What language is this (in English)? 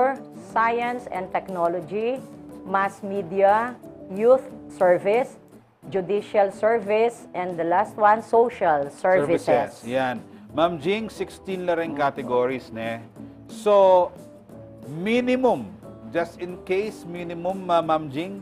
Pampanga